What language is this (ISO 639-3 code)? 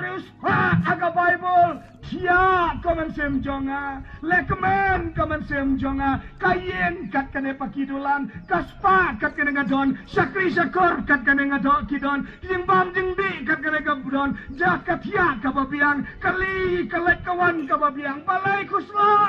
kha